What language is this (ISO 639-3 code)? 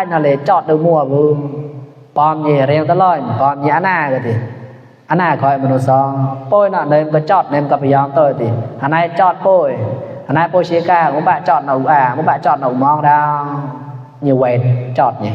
mnw